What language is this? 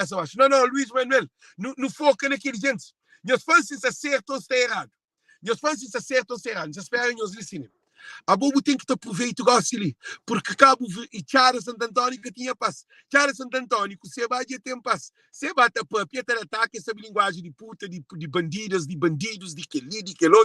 Kabuverdianu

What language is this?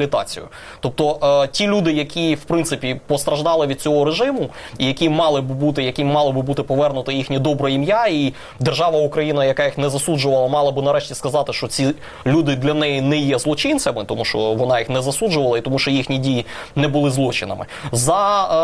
Ukrainian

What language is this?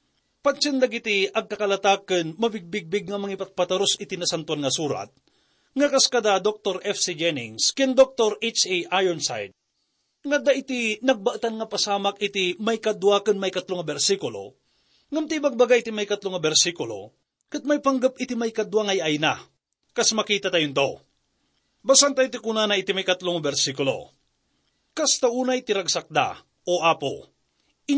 Iloko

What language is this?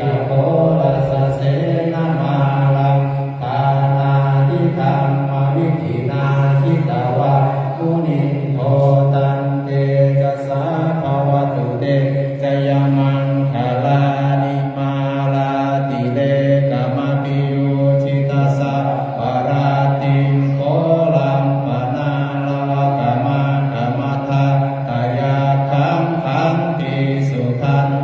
Pali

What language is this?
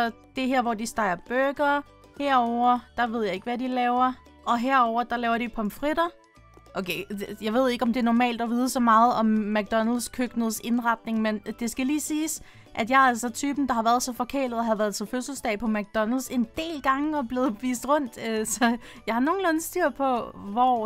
Danish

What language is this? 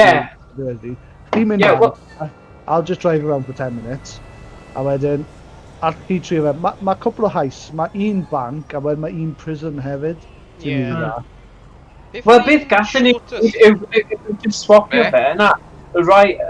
Welsh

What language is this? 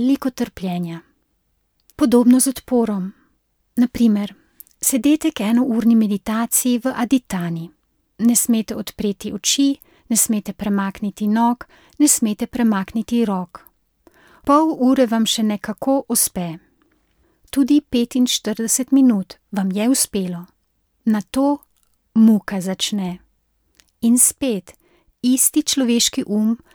Slovenian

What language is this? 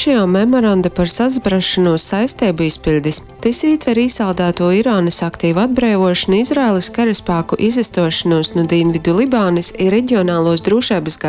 Latgalian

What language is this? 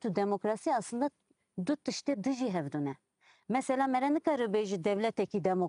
Kurdish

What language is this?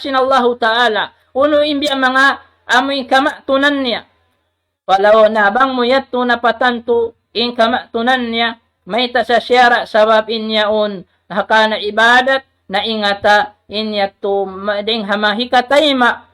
Tausug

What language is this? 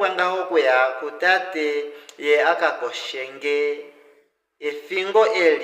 Kuanyama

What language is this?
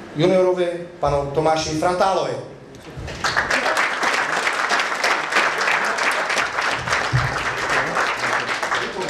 Czech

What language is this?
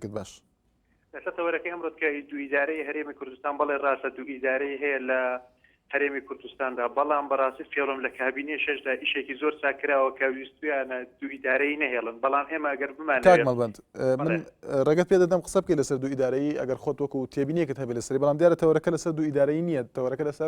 Central Kurdish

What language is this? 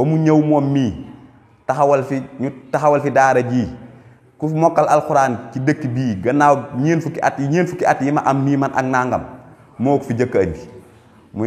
Wolof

